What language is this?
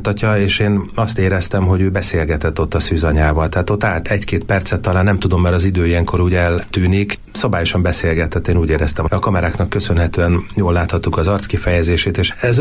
Hungarian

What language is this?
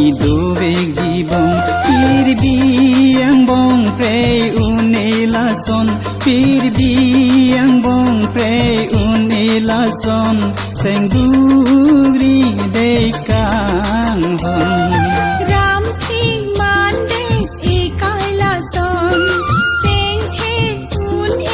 Karbi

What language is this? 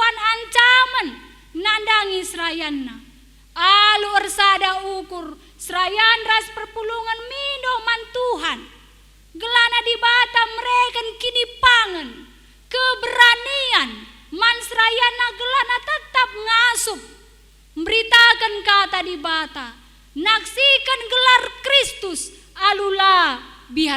Batak Karo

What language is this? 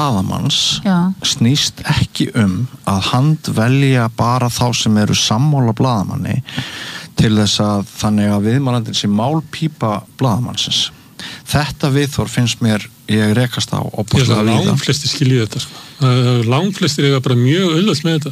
Icelandic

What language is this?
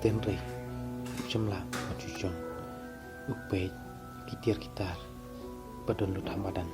Khasi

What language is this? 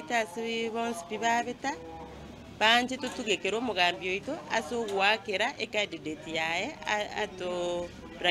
Gusii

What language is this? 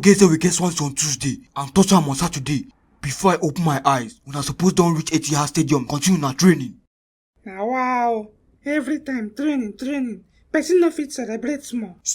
Nigerian Pidgin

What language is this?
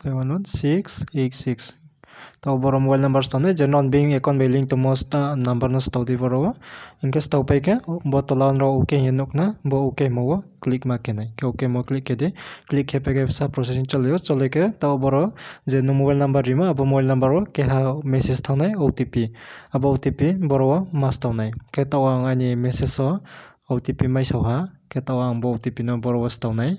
Riang (India)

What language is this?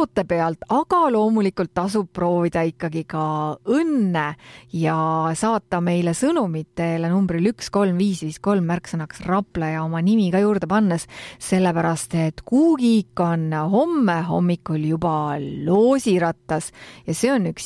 Estonian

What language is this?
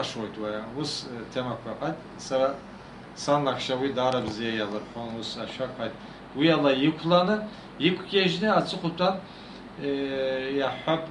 Abkhazian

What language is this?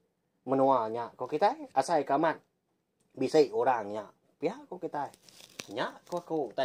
Iban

